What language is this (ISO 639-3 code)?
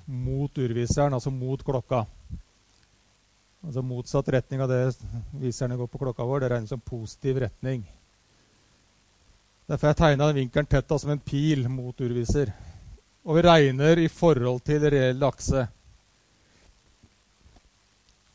nor